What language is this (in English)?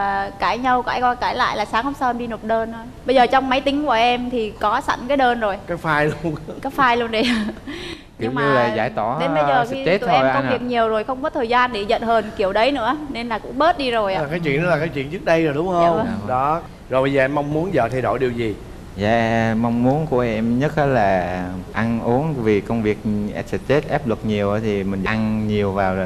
Vietnamese